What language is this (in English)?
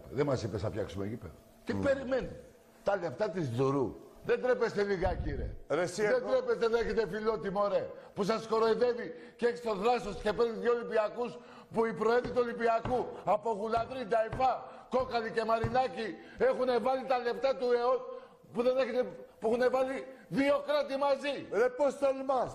Greek